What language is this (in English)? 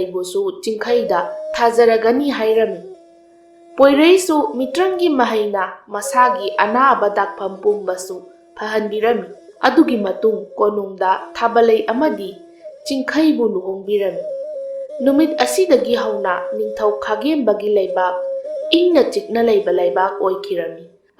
Manipuri